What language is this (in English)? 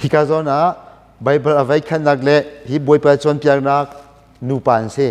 Hakha Chin